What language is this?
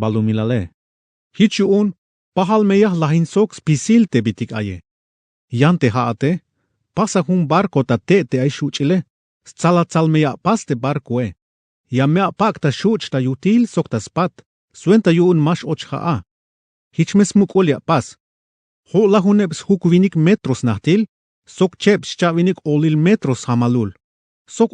Tzeltal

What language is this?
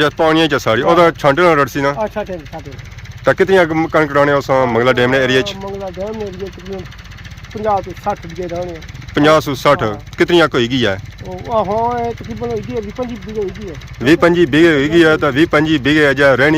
Pahari-Potwari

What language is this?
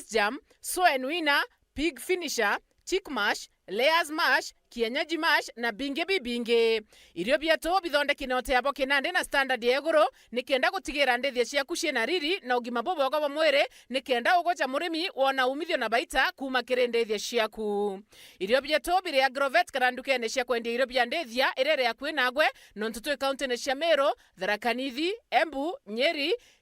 Meru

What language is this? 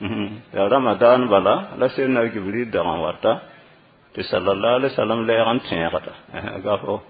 Mossi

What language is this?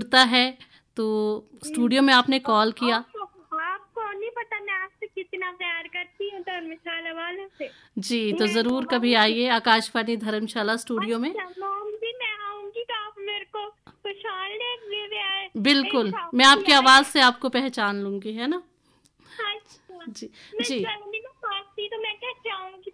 Hindi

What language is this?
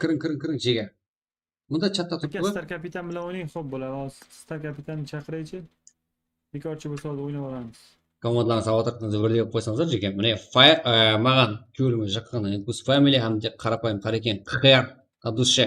Kara-Kalpak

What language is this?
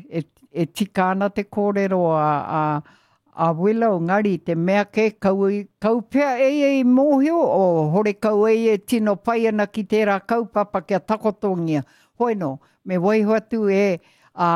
Māori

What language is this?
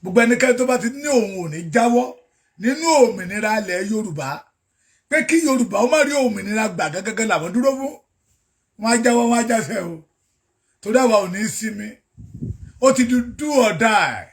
Yoruba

